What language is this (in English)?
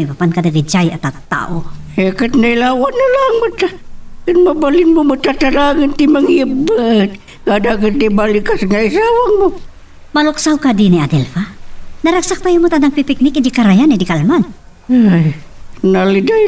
Iloko